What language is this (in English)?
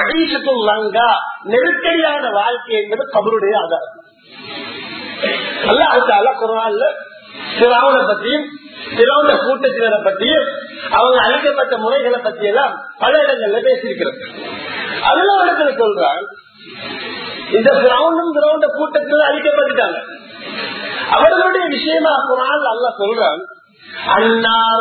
Tamil